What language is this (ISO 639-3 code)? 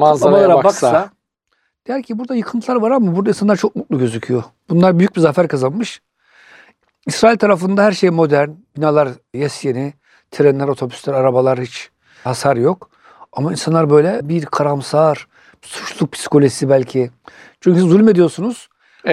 tur